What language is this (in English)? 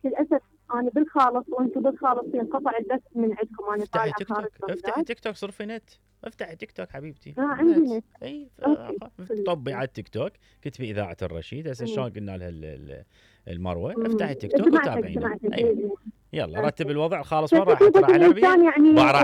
Mesopotamian Arabic